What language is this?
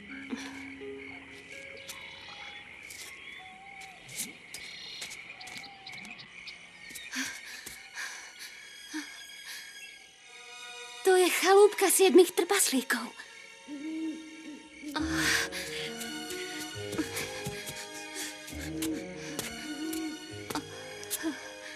Slovak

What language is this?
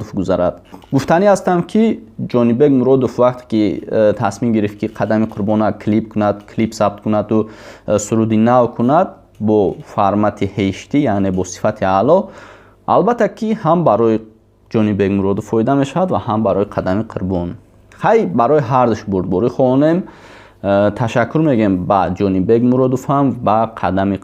Tajik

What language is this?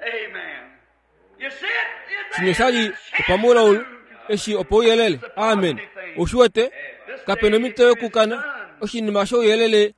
Kuanyama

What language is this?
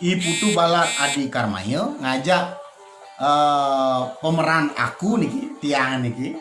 Balinese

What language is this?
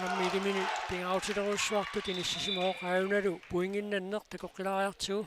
Kalaallisut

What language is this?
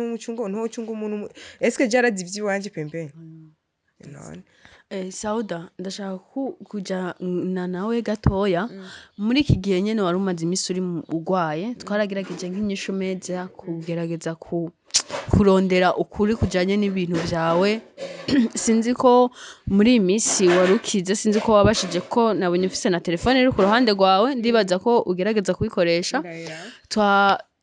Rundi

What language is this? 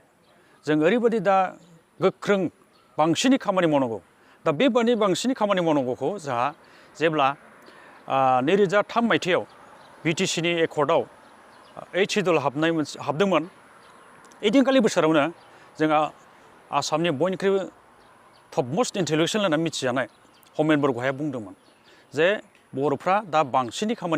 Bodo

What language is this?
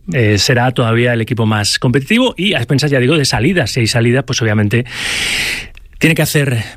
Spanish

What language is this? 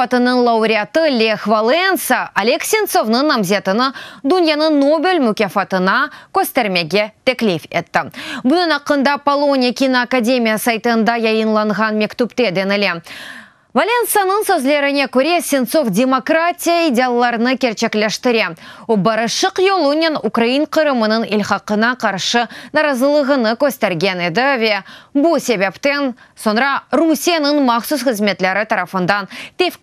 Crimean Tatar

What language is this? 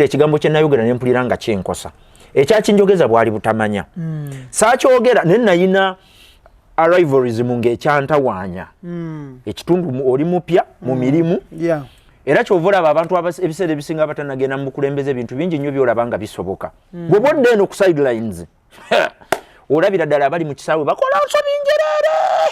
Ganda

